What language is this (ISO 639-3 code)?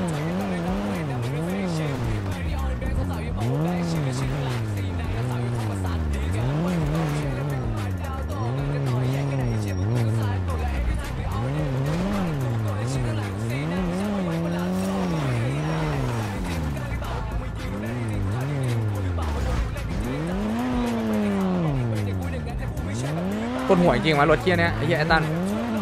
tha